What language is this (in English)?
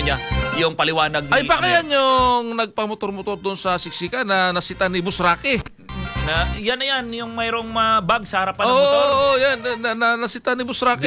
Filipino